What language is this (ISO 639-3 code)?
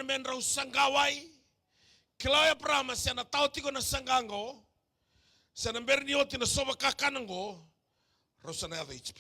fij